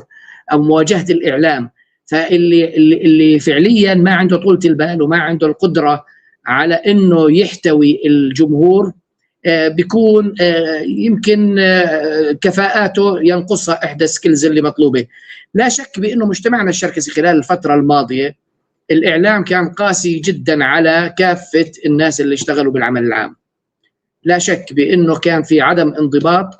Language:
North Levantine Arabic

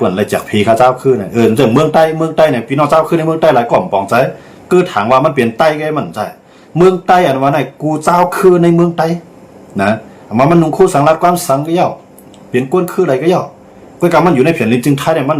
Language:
Shan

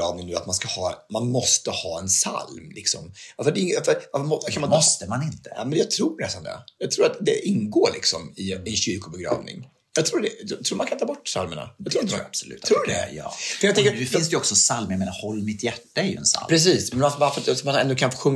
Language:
Swedish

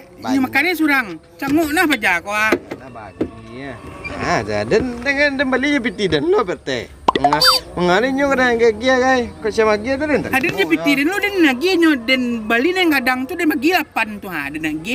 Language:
Minangkabau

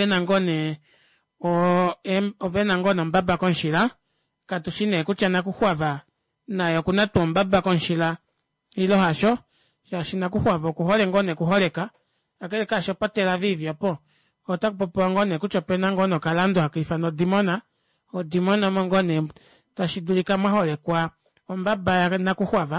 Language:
Kuanyama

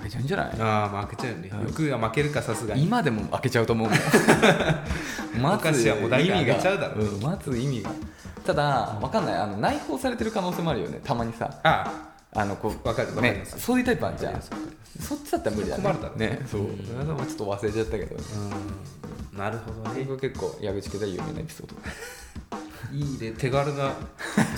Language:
Japanese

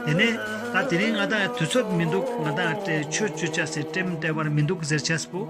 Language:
Ladakhi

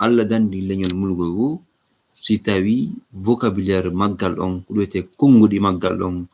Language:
Fula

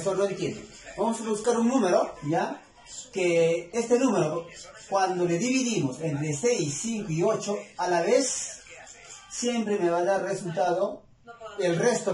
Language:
Spanish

